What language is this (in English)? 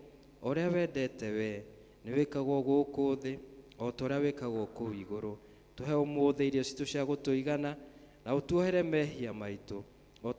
Kikuyu